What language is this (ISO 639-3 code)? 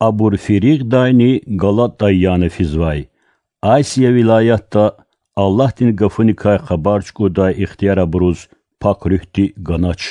lez